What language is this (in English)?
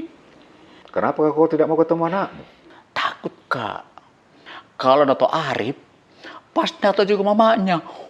Makassar Malay